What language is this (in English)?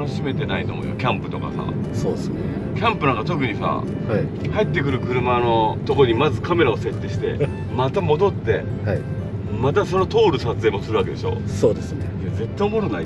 Japanese